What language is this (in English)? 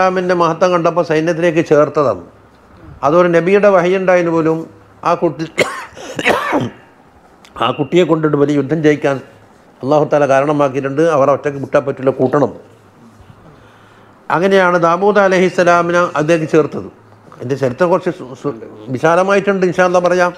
Malayalam